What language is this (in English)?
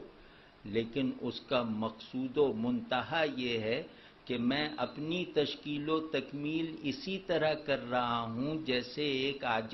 Urdu